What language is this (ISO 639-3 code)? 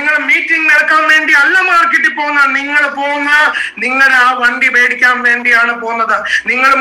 mal